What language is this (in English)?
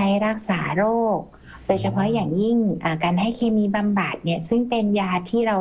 Thai